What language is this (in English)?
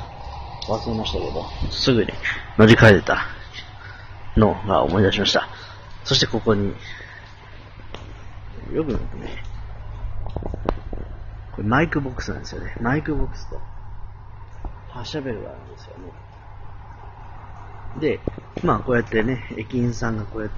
Japanese